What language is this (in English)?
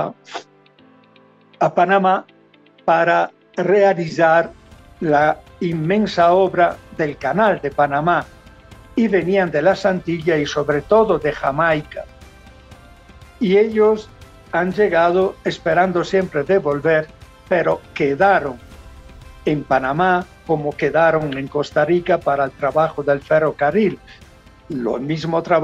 Spanish